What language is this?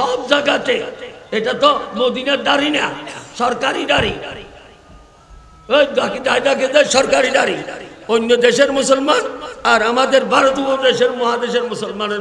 Bangla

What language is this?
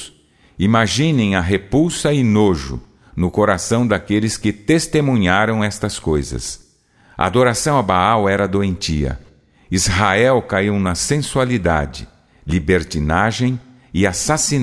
Portuguese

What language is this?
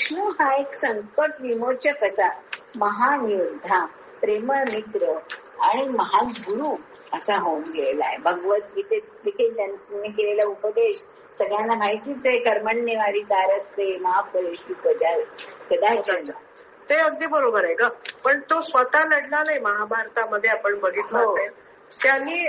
Marathi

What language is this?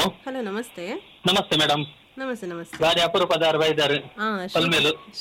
Tulu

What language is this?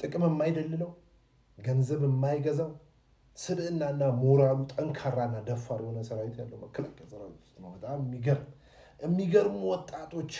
Amharic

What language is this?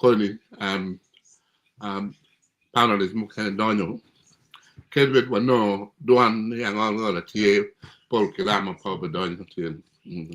Acoli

